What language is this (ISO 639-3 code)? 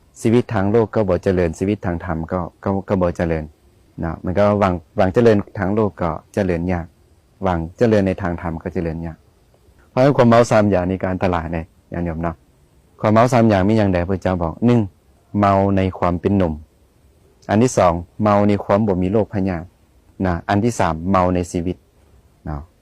lao